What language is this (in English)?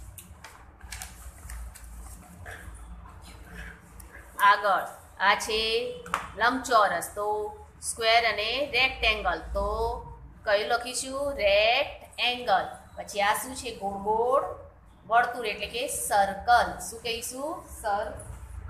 Gujarati